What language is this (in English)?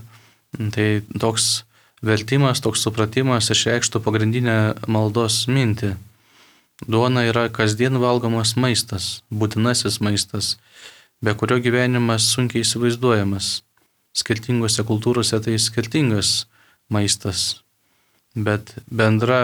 Lithuanian